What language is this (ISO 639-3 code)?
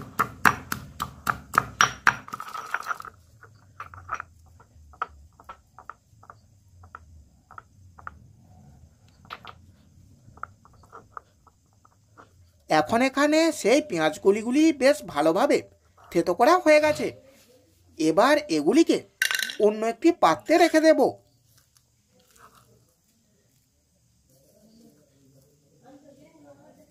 ben